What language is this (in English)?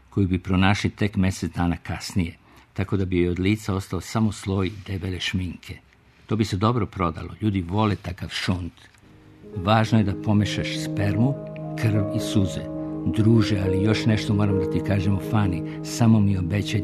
Serbian